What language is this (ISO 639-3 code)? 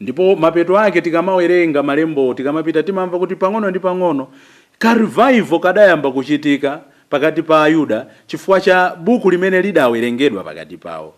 nya